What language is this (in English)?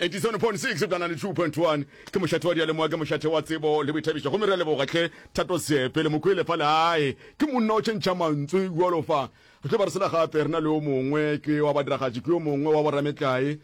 Northern Sotho